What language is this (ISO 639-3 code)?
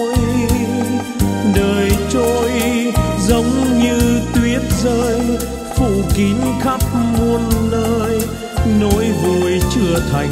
vie